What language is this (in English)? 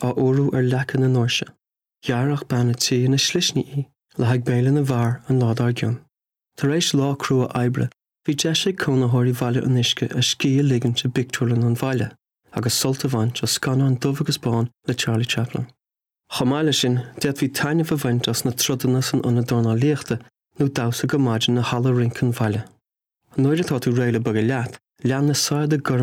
Irish